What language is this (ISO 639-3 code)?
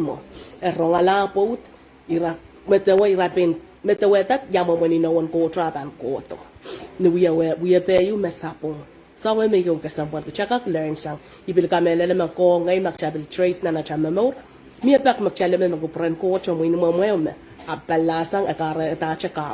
pon